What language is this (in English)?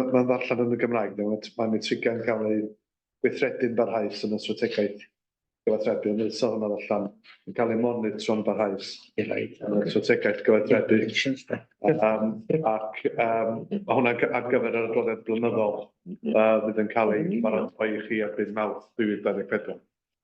Welsh